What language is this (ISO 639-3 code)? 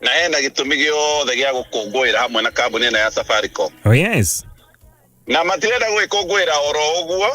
kik